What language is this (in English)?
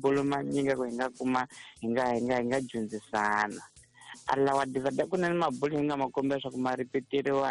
Tsonga